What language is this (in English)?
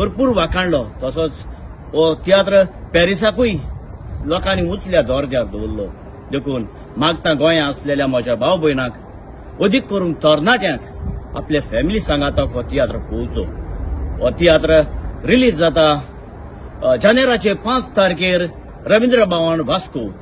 Konkani